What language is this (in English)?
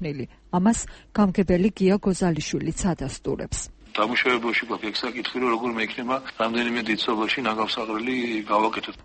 Georgian